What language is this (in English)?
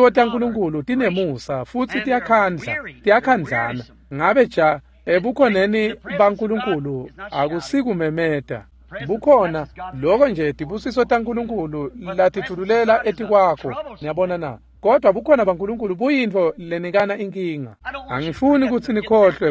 Swati